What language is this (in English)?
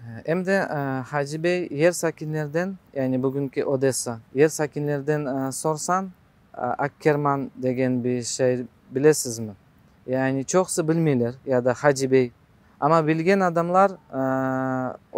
Crimean Tatar